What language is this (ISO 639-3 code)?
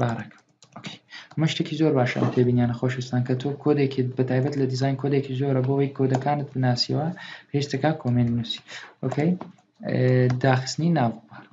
ckb